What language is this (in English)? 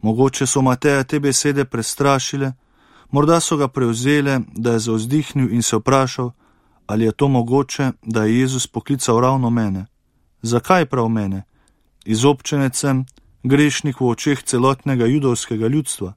Slovenian